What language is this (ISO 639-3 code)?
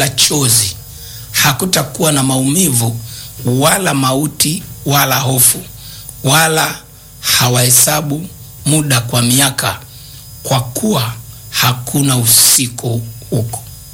swa